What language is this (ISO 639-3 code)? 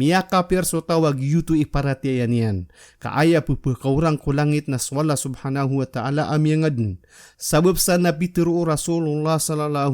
mrw